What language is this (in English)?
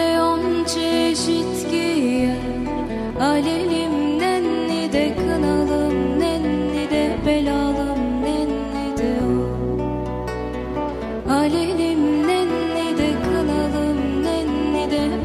Turkish